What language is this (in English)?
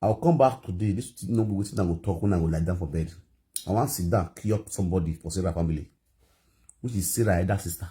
Nigerian Pidgin